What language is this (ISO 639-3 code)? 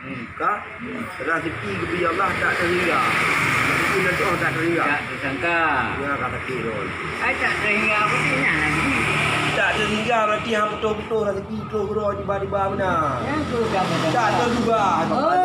ace